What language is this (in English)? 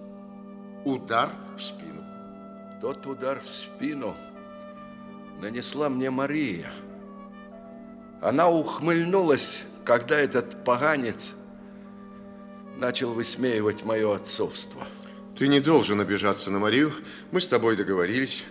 Russian